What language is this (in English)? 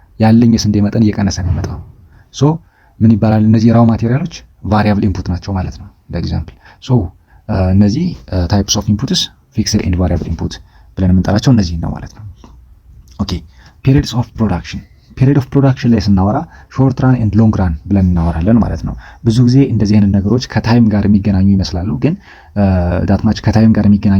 Amharic